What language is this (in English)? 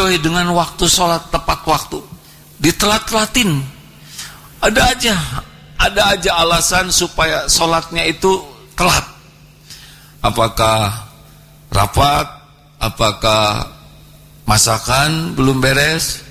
Indonesian